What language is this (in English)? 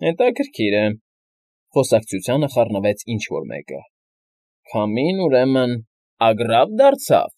Armenian